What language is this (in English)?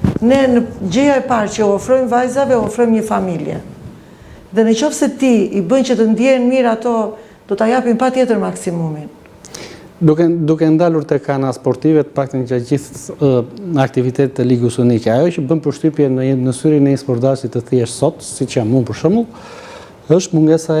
Albanian